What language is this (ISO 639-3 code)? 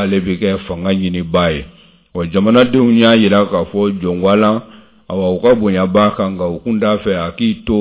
bam